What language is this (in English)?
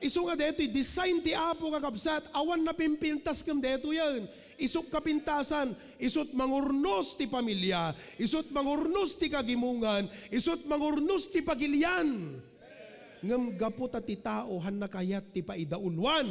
Iloko